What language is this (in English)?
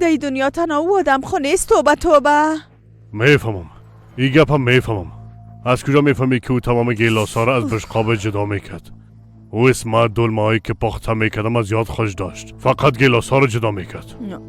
Persian